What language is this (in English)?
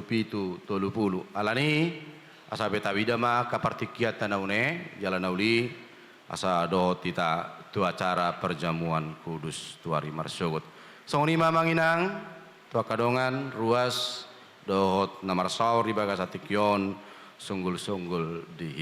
Batak Toba